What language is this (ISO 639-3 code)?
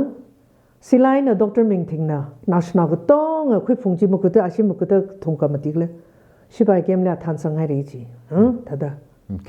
nmf